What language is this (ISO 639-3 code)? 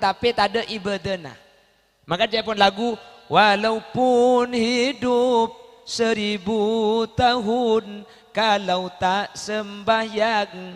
mad